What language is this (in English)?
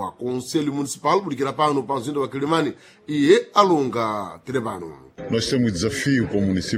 Sena